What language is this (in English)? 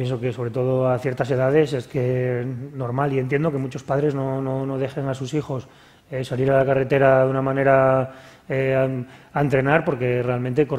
Spanish